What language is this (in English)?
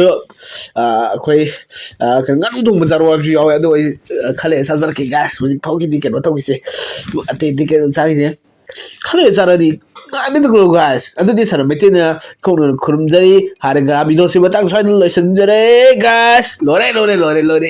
Manipuri